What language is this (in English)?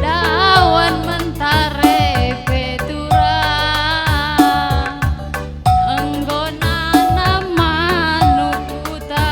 Batak Karo